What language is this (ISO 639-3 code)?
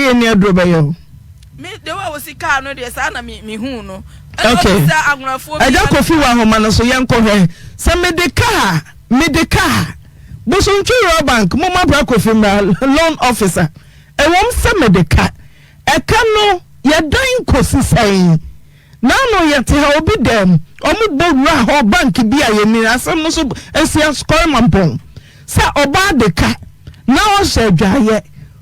aka